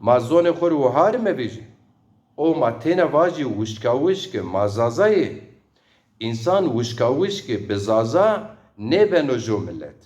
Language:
Zaza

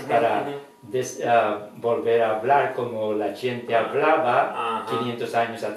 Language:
Ladino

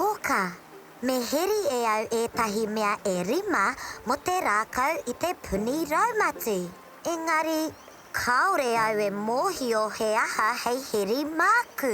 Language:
Māori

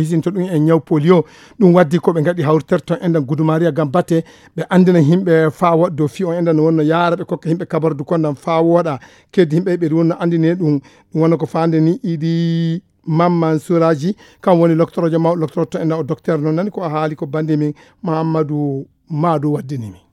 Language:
Fula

